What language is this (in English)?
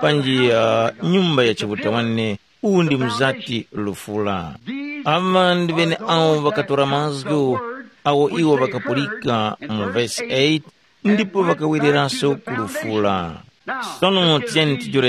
Tumbuka